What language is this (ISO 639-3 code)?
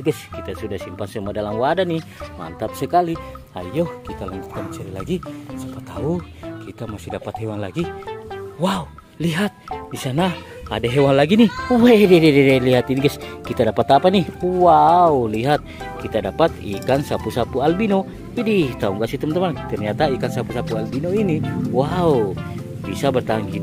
ind